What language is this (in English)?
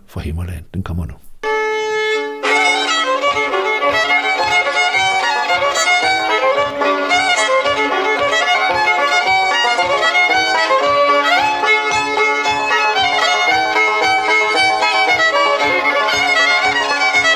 Danish